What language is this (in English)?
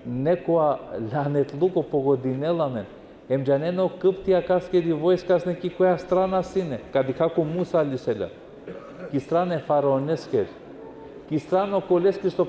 Balkan Romani